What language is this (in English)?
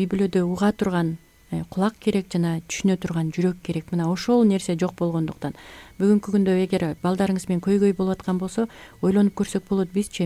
Kyrgyz